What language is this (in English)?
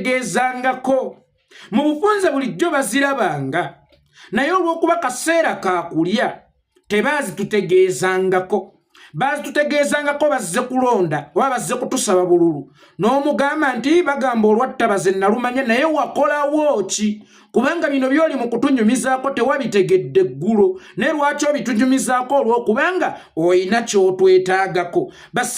Ganda